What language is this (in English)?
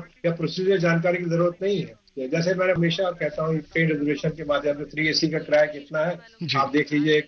Hindi